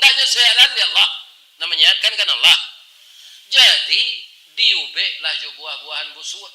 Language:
Minangkabau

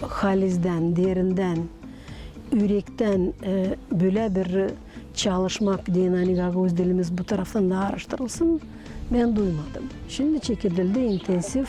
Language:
Gagauz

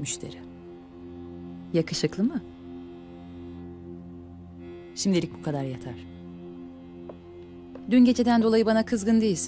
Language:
Turkish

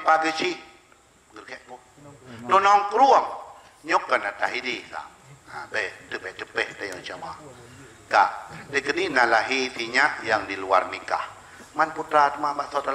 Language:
Achinese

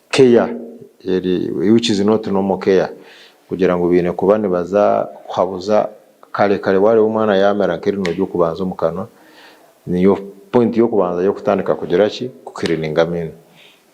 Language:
Nyankole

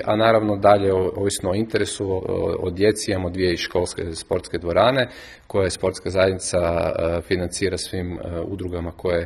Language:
Croatian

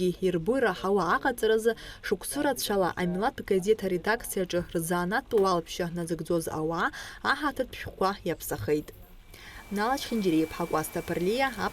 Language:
Abkhazian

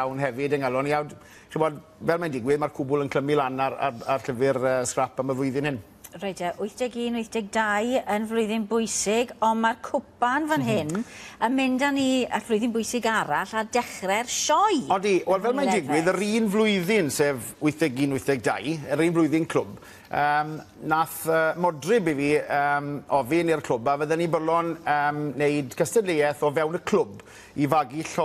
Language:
Welsh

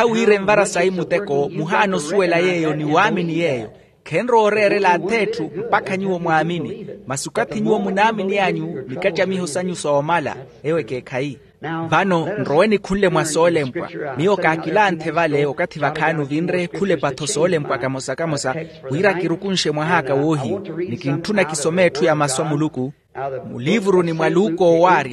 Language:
Makhuwa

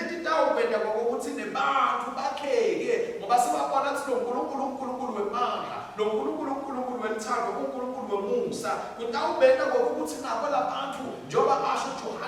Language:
Swati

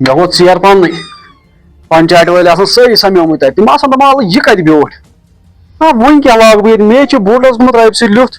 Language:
Kashmiri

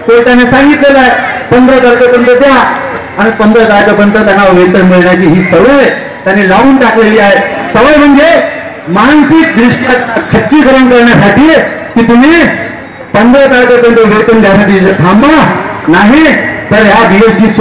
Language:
Marathi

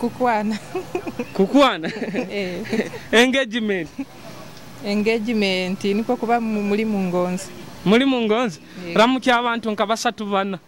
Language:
Nyoro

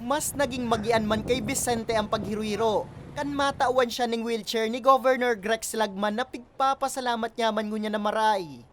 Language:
Bikol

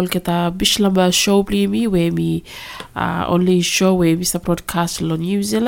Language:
Bislama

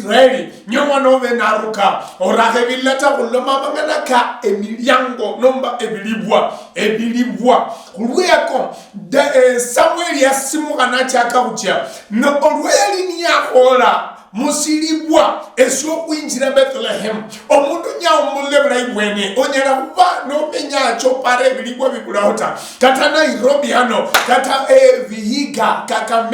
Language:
Luyia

